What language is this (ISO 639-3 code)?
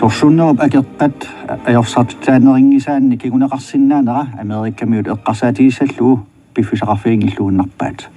kal